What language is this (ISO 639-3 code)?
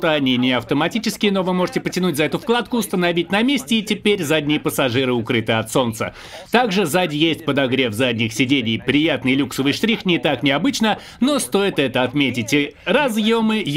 rus